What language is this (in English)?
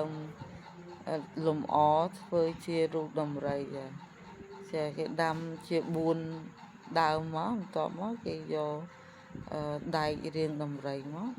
Khmer